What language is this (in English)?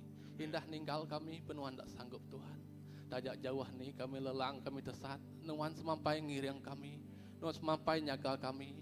Iban